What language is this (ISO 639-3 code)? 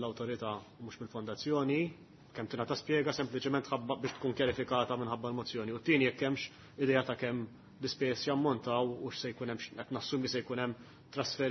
mlt